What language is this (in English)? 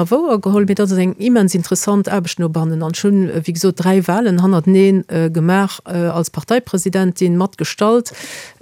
Luxembourgish